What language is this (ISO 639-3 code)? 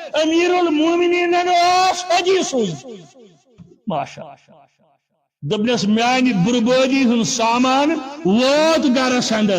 kas